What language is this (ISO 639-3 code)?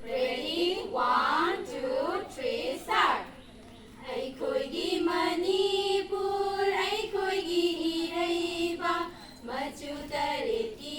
mni